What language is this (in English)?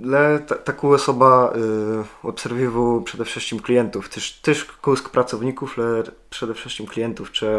Kashubian